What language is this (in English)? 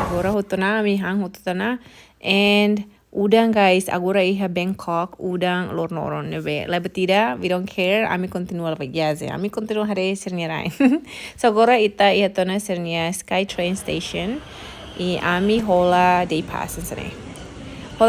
Tetum